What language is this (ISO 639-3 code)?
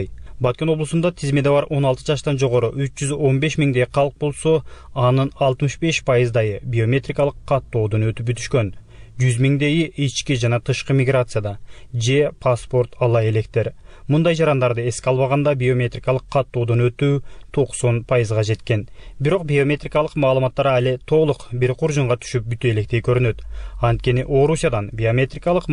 kir